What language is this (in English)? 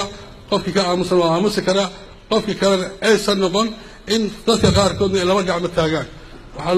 Somali